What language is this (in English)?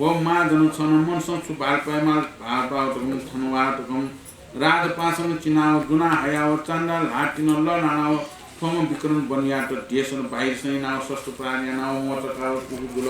Newari